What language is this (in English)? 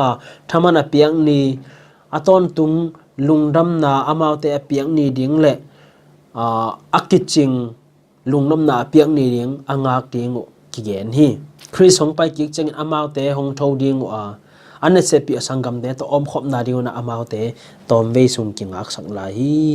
Tedim Chin